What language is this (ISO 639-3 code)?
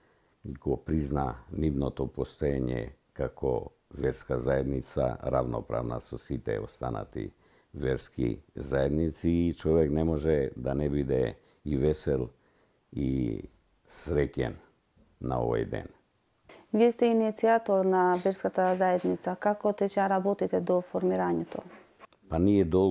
mkd